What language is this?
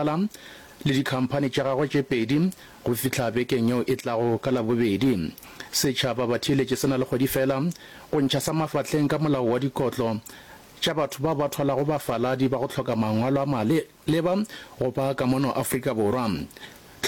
Northern Sotho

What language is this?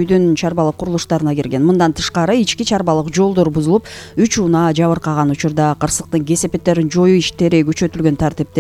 Kyrgyz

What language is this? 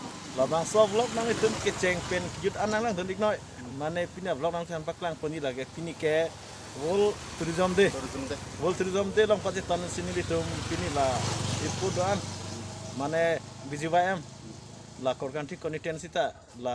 Karbi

